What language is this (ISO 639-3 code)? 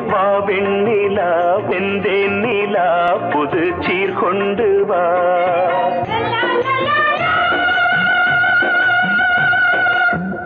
tam